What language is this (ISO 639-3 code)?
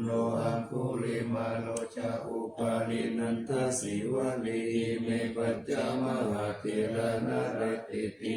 pli